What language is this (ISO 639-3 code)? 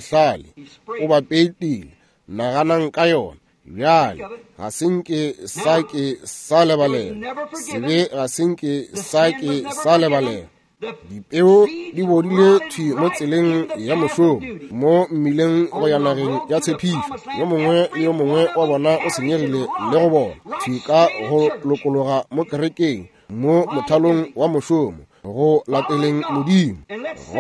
nso